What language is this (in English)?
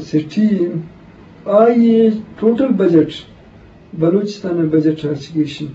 Eastern Balochi